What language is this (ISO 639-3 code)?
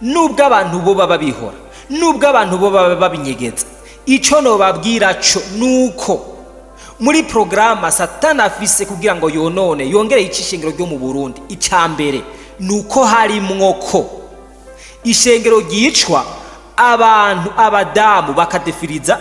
run